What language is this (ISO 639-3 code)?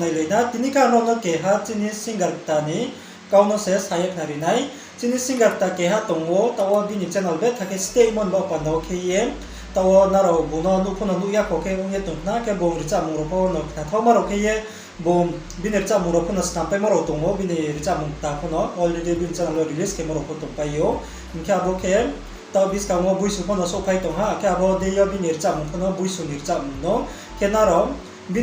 ria